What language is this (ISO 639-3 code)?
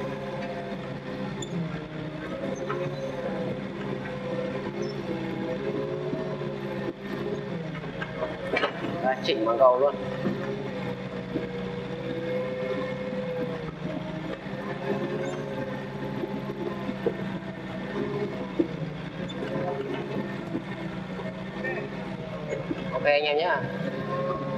vie